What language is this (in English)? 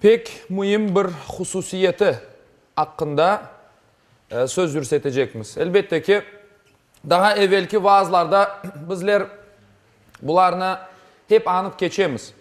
Crimean Tatar